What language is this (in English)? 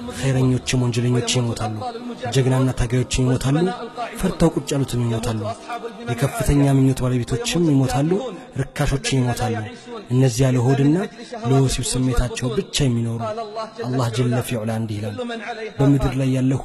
Amharic